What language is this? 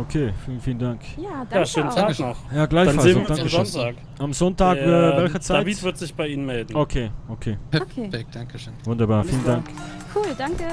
Swiss German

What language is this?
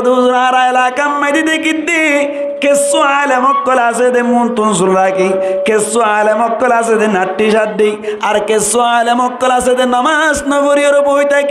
Rohingya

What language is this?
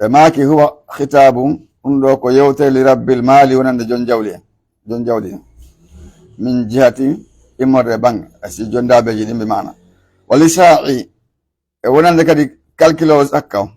Pular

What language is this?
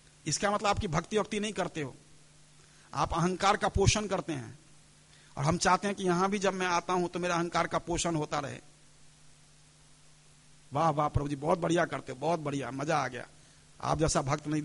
Hindi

